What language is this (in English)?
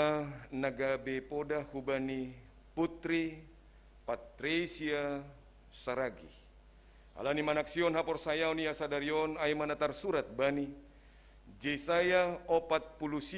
Batak Simalungun